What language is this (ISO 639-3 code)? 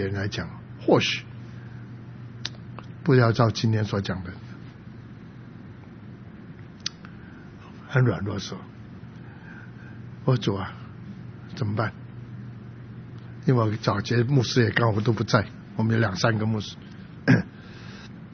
zho